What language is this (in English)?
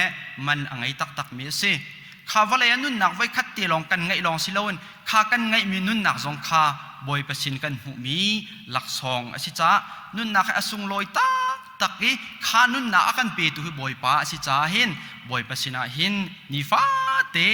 Hakha Chin